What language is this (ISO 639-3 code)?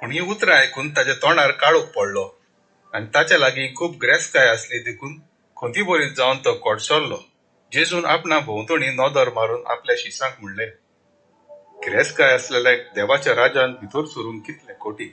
kok